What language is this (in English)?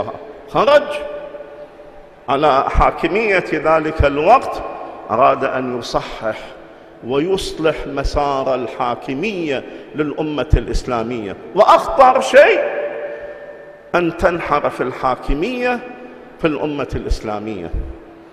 Arabic